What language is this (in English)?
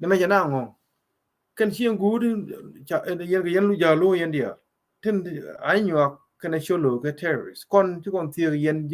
Nuer